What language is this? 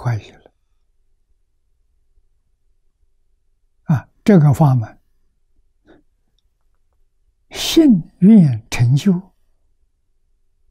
Chinese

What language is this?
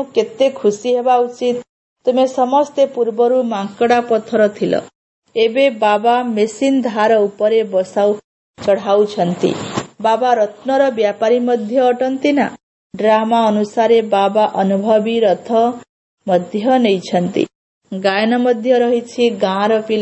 Odia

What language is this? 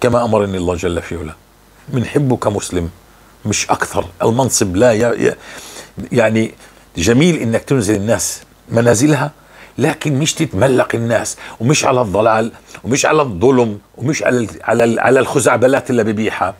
North Levantine Arabic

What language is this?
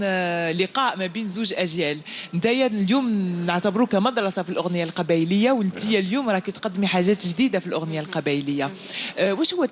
Algerian Arabic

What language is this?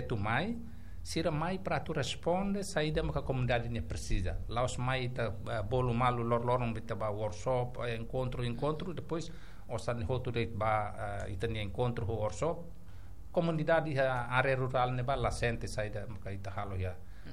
Tetum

